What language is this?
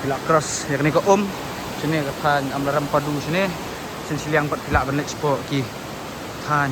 Khasi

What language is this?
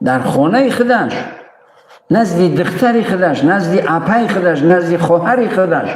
Tajik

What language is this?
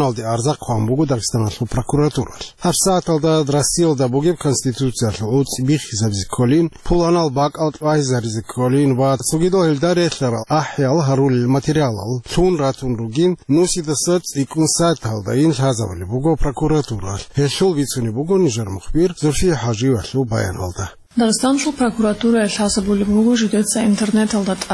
Avaric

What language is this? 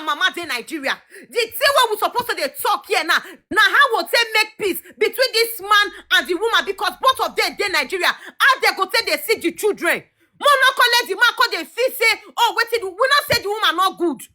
Nigerian Pidgin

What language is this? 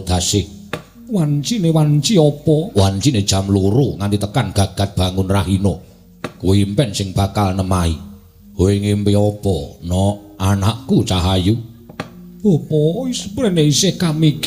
Javanese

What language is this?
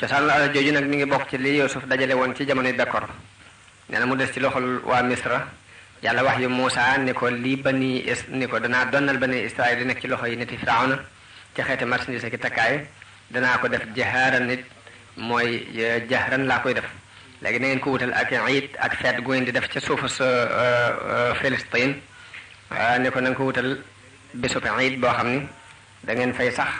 Wolof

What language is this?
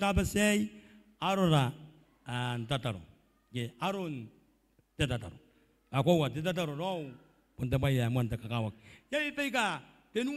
Gilbertese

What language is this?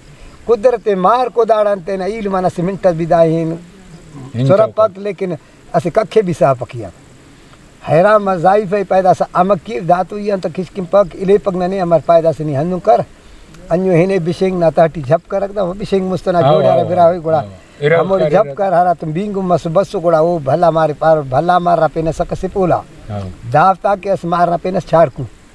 Brahui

